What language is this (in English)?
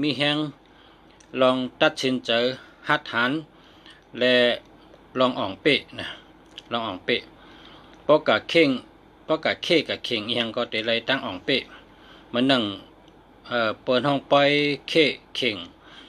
Shan